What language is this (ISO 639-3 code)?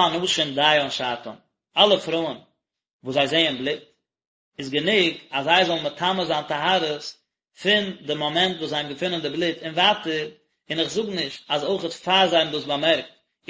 yid